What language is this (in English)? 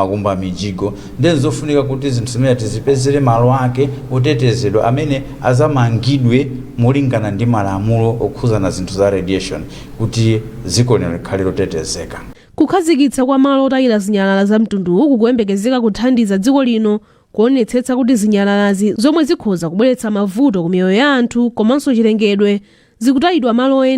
Nyanja